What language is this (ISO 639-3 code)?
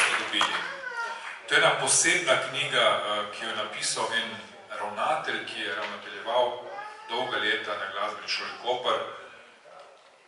slv